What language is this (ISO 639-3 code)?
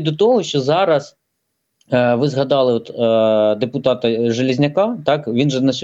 ukr